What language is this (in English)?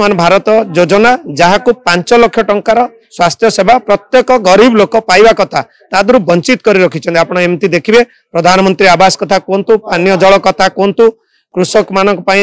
Odia